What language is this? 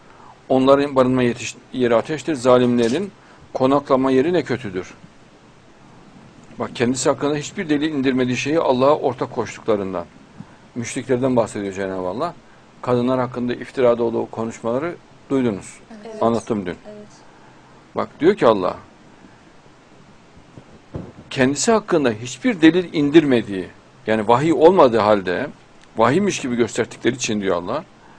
Turkish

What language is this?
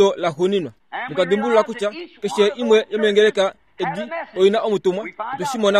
Kuanyama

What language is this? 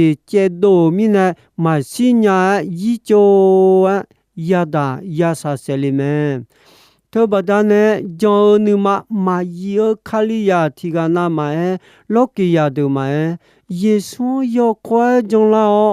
Akha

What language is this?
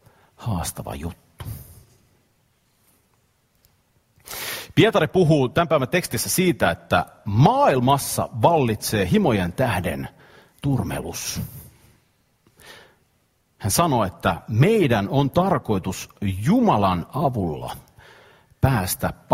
Finnish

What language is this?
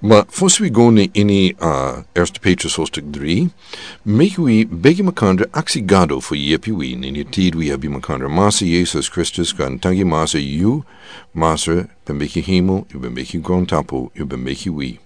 Sranan Tongo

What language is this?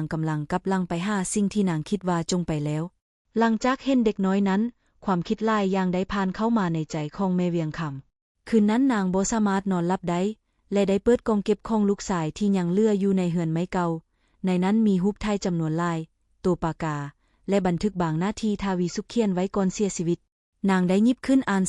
Lao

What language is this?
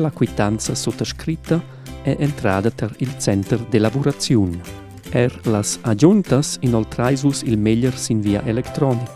Romansh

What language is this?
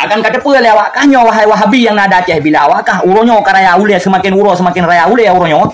Achinese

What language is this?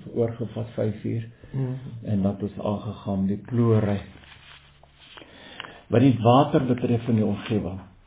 Afrikaans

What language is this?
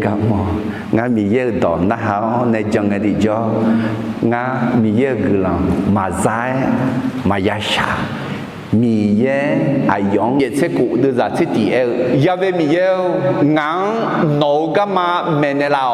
Akha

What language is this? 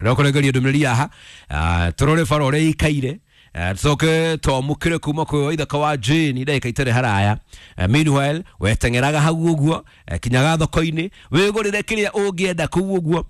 Kikuyu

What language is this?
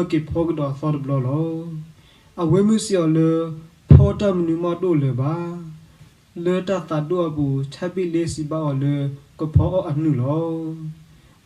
S'gaw Karen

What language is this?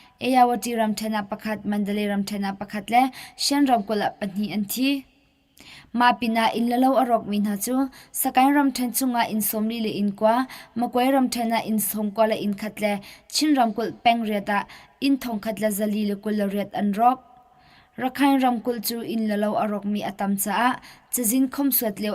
Hakha Chin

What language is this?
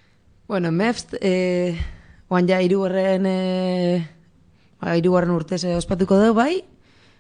Basque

